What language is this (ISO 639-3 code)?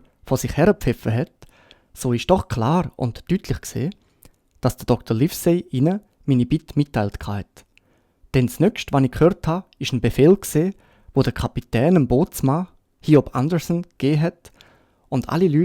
gsw